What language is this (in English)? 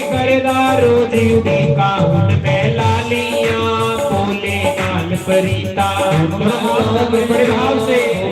Dogri